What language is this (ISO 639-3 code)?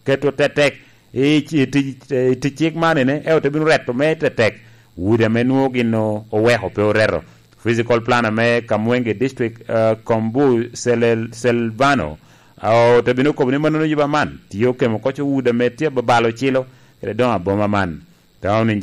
laj